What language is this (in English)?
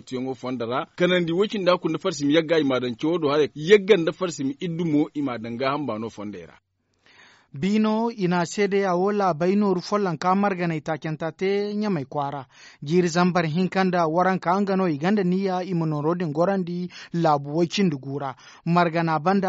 Zarma